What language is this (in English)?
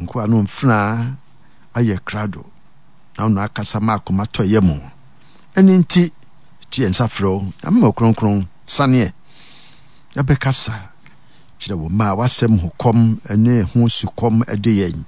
Akan